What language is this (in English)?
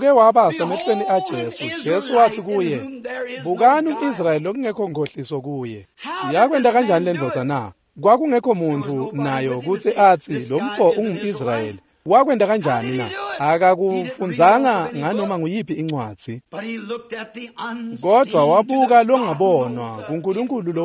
Swati